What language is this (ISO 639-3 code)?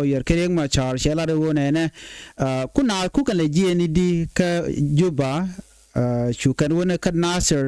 nus